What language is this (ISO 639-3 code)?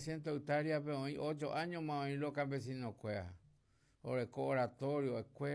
grn